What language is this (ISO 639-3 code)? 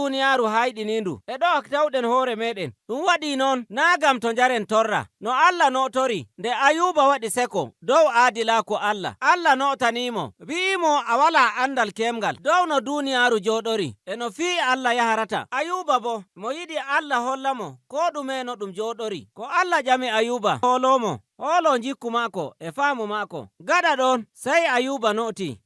fuv